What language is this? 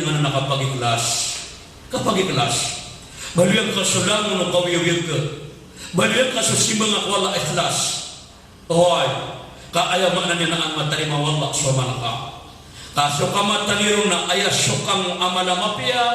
Maranao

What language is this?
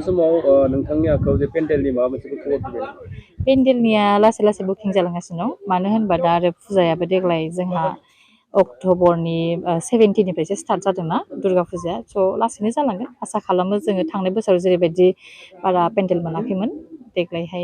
Bodo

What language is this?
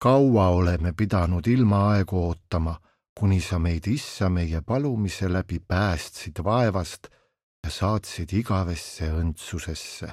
Estonian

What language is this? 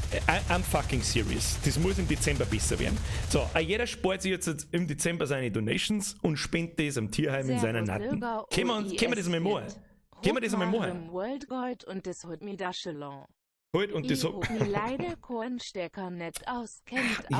Bavarian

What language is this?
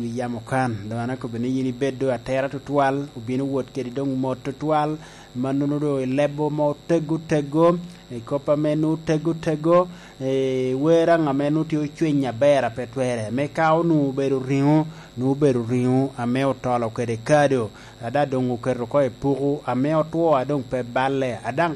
Lango (Uganda)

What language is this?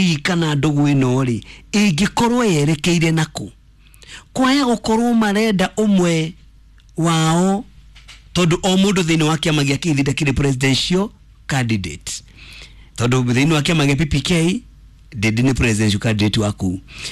Kikuyu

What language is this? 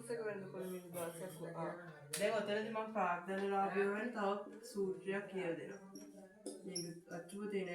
Sinhala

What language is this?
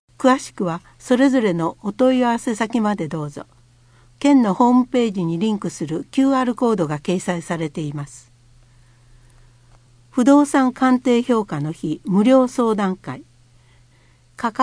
Japanese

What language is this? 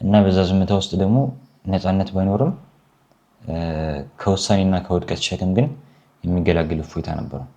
Amharic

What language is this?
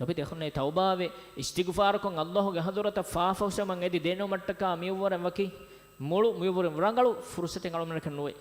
Divehi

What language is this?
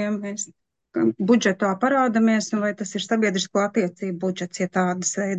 Latvian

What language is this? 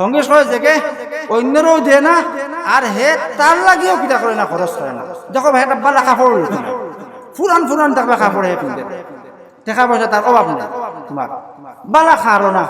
Sylheti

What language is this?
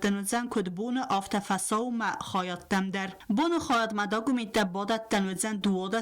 Ossetic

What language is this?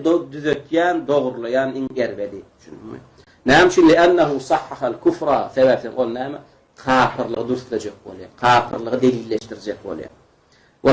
Turkmen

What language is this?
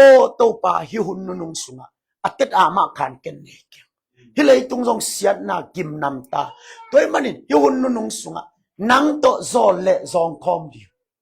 Tedim Chin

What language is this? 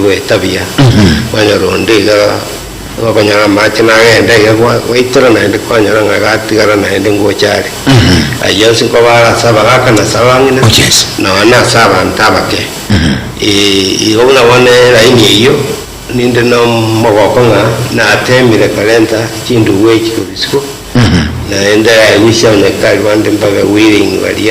Gusii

